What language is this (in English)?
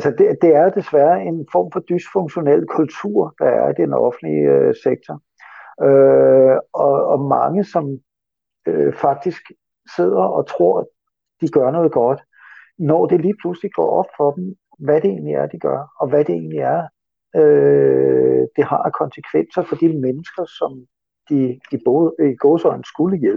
Danish